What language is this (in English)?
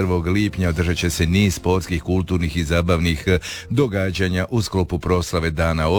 Croatian